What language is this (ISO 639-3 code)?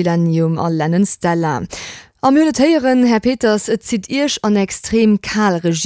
ltz